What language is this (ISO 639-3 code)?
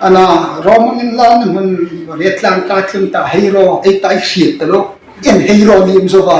hmr